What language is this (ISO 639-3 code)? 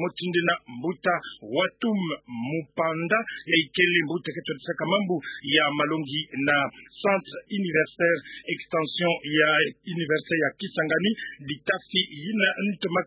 ktu